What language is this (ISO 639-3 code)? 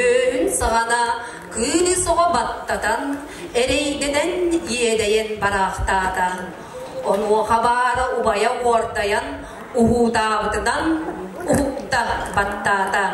sah